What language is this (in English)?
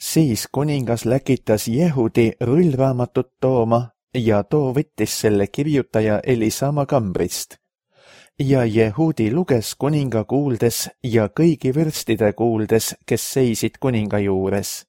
Estonian